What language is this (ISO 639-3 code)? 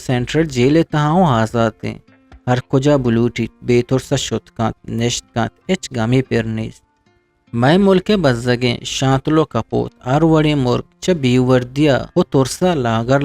bgp